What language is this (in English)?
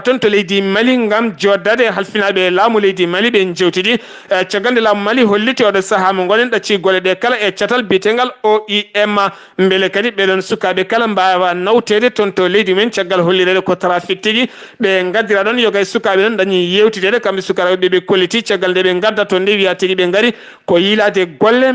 Fula